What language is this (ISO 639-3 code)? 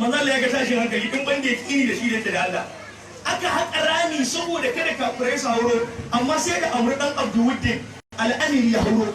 hau